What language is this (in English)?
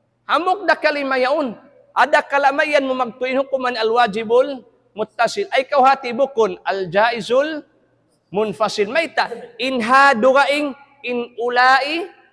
Tausug